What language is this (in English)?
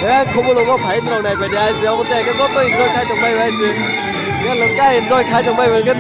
Kok Borok